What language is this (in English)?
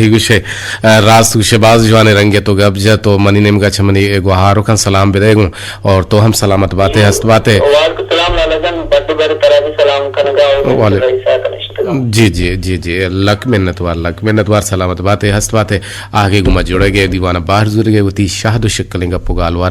Eastern Balochi